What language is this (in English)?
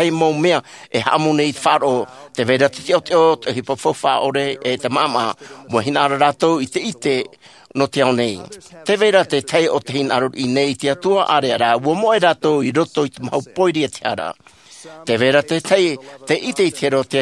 Tahitian